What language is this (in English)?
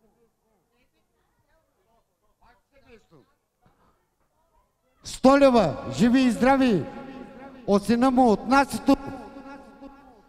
Bulgarian